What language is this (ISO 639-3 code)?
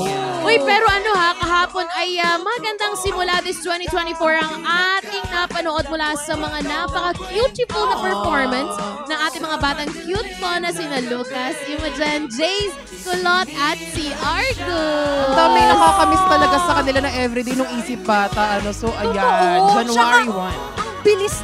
fil